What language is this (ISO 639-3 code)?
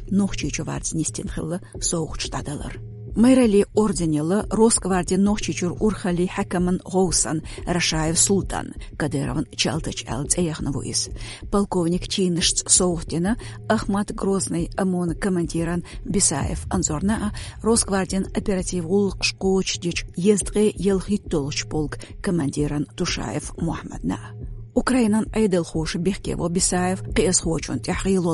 che